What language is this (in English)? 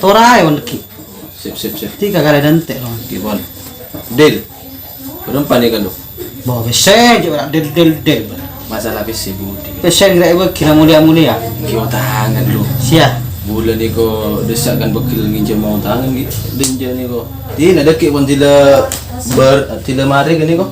Madurese